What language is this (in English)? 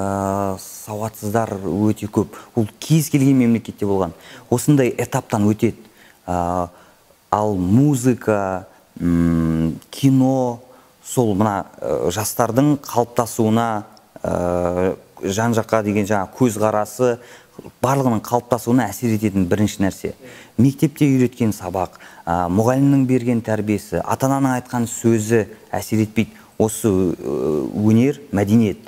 Kazakh